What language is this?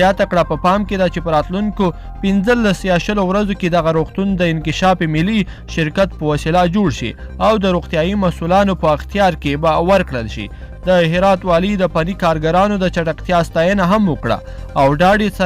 Pashto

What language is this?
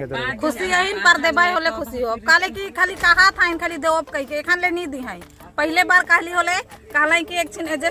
Sadri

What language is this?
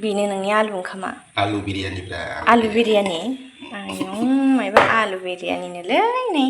Bodo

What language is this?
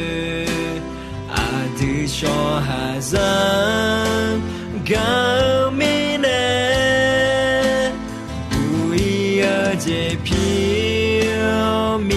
Akha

